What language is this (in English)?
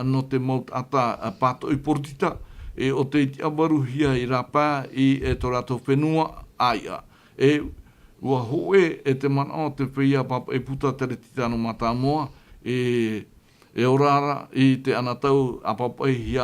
Tahitian